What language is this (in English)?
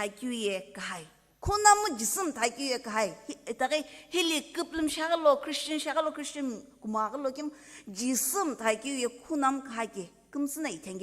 Sumi Naga